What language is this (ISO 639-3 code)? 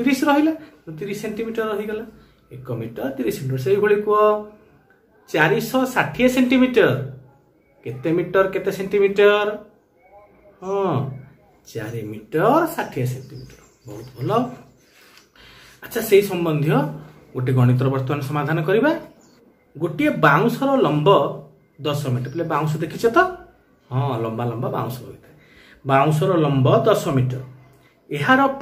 ori